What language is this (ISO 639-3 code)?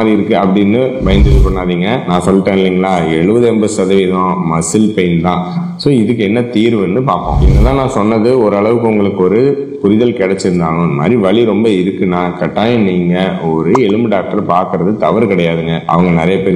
tam